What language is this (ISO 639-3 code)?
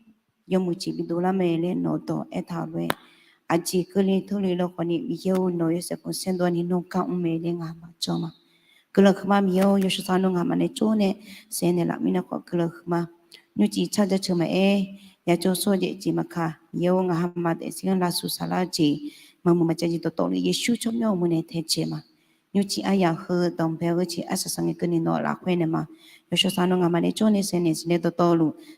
ahk